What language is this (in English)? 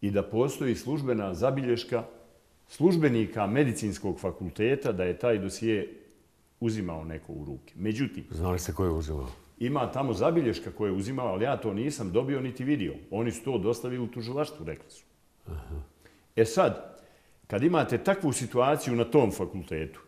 Bosnian